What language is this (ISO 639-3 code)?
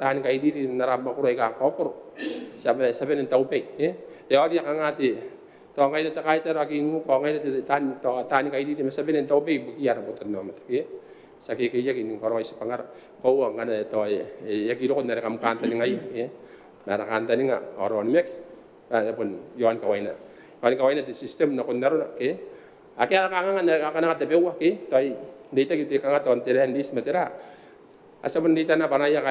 gil